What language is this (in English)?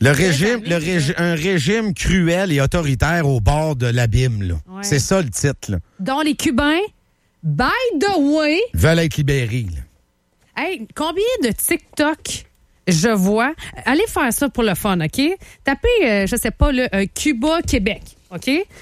French